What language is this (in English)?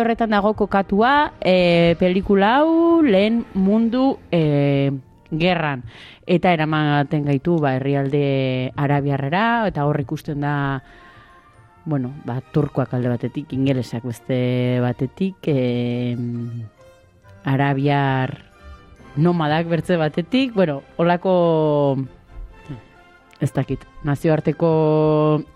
Basque